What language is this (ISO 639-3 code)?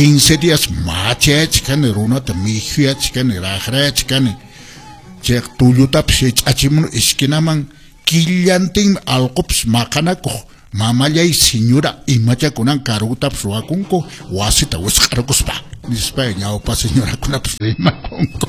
que